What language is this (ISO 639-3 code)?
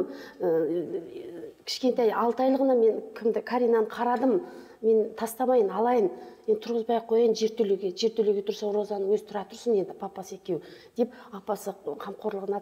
kaz